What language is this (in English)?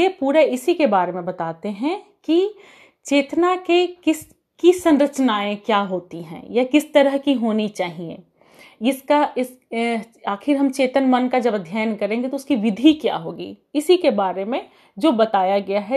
Hindi